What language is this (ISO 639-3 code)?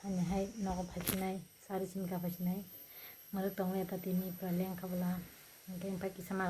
trp